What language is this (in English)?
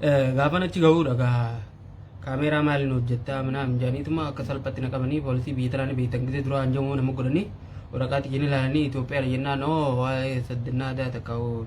Oromo